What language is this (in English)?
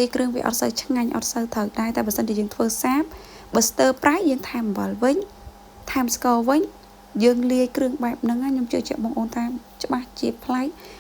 Khmer